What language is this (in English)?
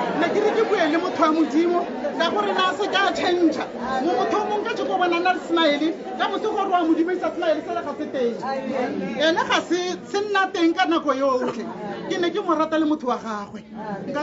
Tswana